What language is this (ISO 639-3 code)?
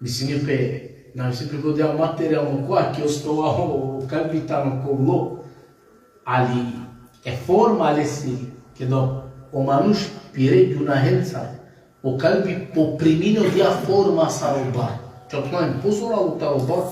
rmn